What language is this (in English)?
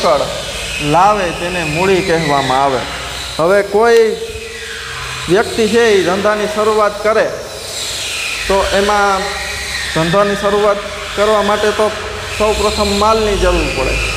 Gujarati